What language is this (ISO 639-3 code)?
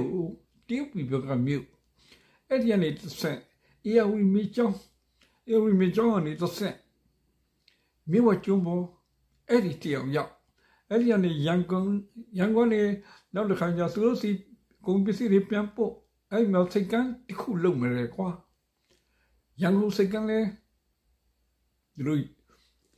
mya